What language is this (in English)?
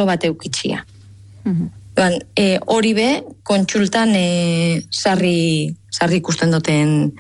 Basque